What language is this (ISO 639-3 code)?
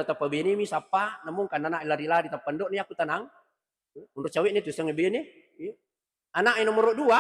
bug